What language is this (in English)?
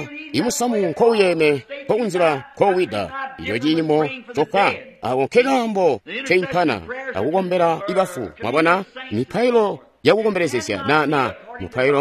Tonga (Zambia)